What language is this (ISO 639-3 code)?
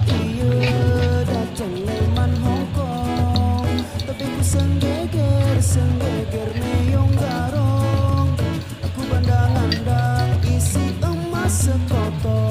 sas